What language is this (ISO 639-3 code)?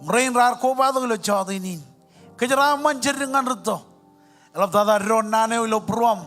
mah